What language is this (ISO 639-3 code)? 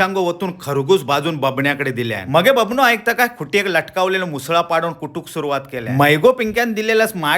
kok